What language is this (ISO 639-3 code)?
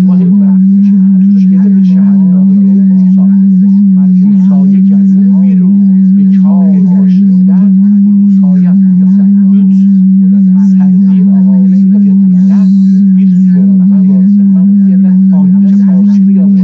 azb